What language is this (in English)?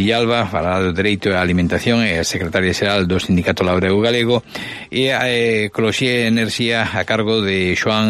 Galician